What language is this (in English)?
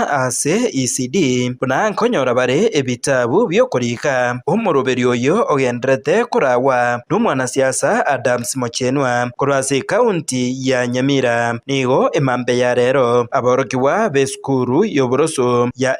Gusii